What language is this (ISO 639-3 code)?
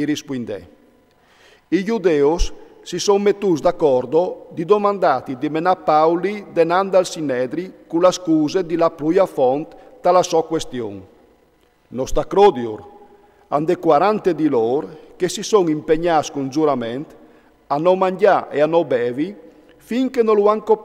fur